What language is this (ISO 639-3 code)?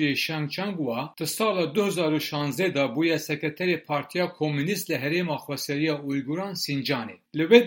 kur